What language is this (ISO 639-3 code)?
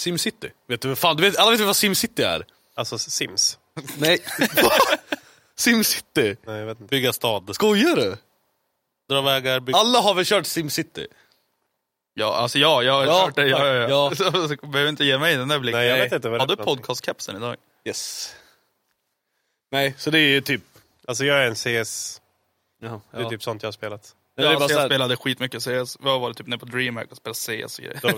swe